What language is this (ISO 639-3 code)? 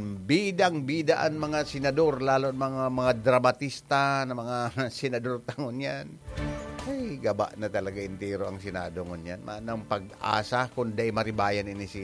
bik